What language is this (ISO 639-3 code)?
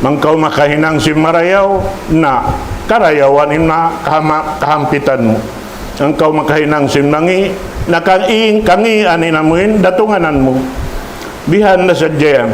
tsg